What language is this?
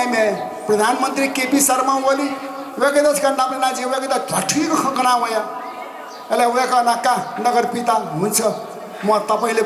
Newari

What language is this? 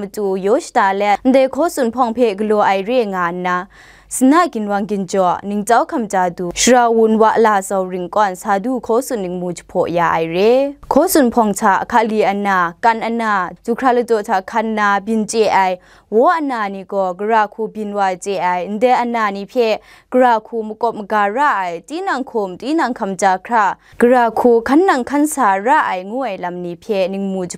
Kachin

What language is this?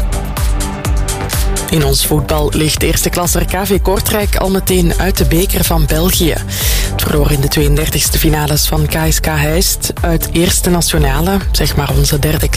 Dutch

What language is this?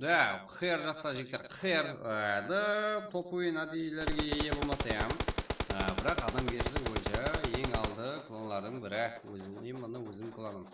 Kara-Kalpak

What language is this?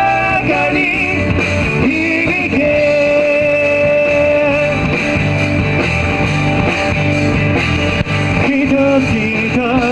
Japanese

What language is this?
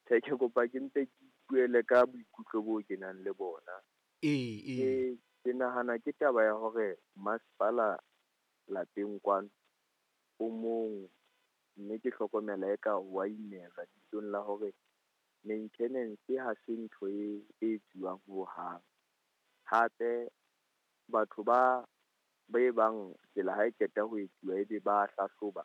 Southern Sotho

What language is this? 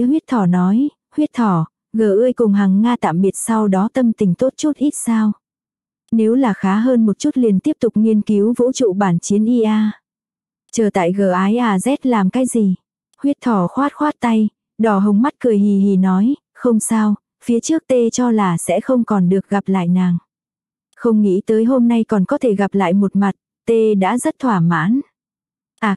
Vietnamese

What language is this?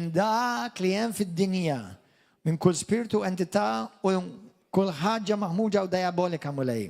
Maltese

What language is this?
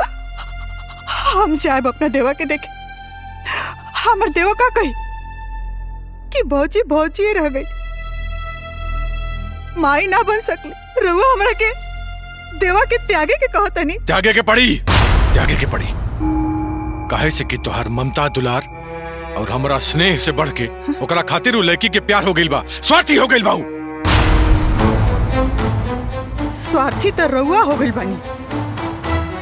Bhojpuri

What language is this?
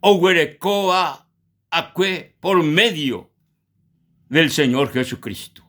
Guarani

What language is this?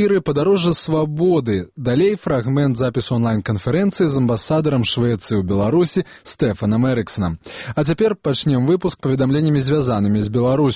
Belarusian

